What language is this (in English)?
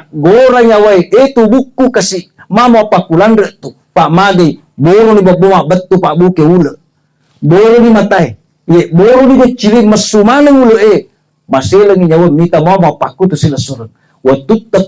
Buginese